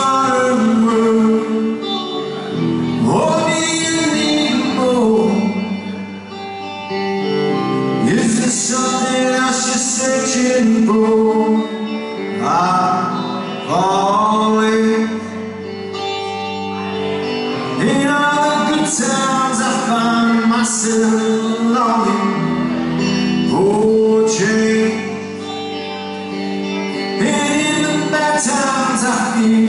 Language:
English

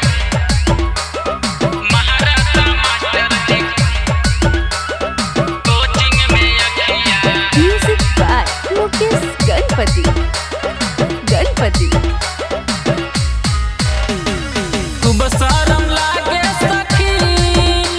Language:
Bhojpuri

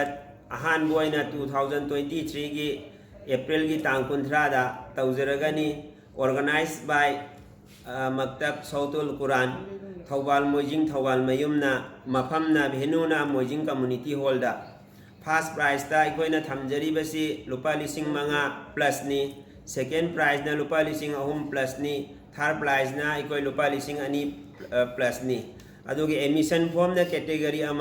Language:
Manipuri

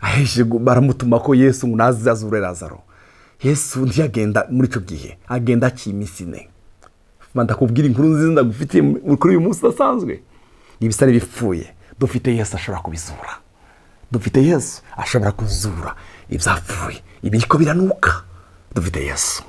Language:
Rundi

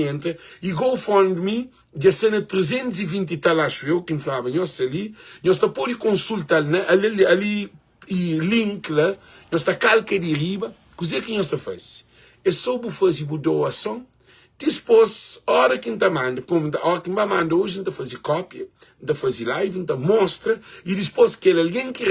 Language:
Kabuverdianu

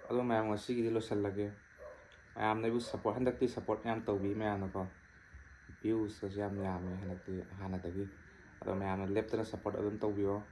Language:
Manipuri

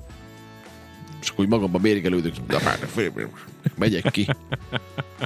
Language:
Hungarian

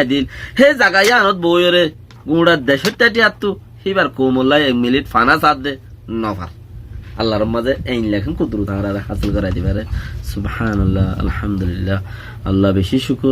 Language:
Rohingya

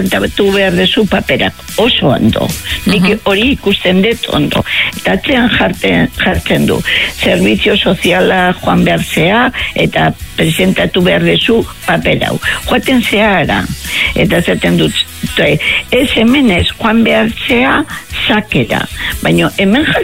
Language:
Basque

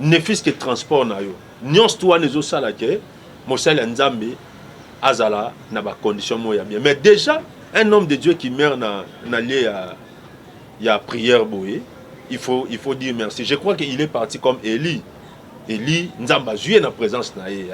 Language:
Lingala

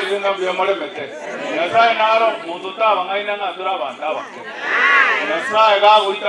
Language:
Gusii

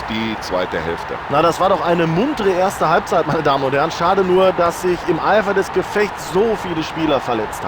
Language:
Bavarian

